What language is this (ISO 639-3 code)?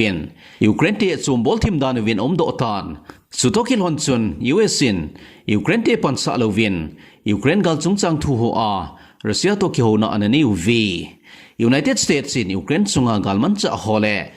tcz